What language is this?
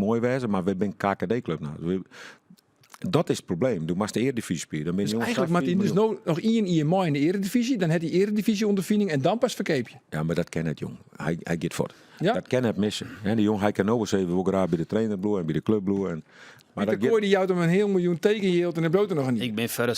Western Frisian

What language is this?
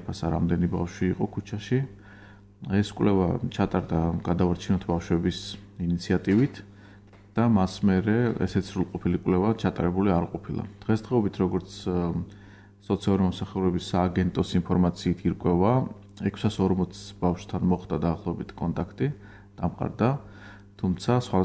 Georgian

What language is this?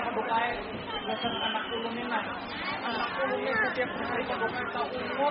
Banjar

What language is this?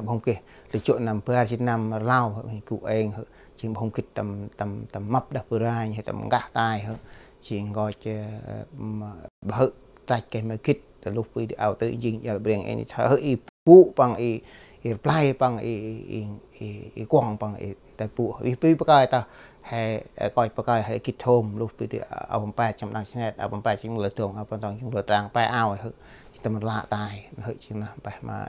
Central Mnong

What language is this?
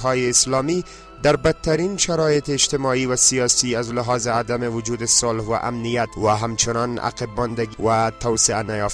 Persian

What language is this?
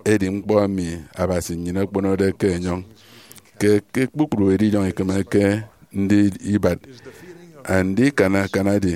Efik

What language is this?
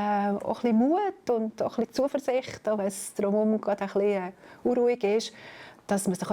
Swiss German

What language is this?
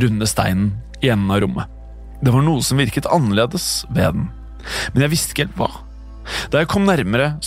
Norwegian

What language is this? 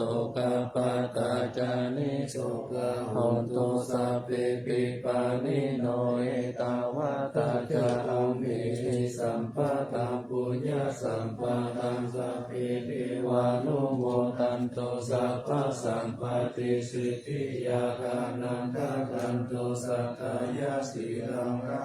Pali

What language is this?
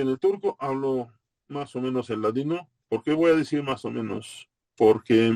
Ladino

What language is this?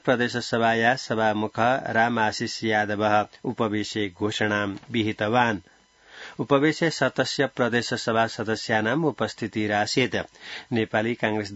Sanskrit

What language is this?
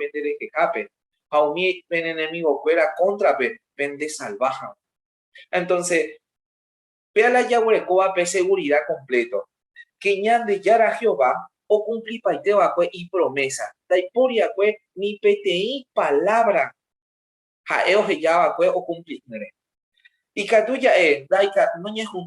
Guarani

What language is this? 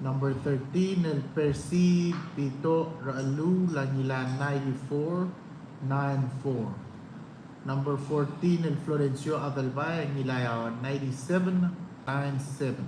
Palauan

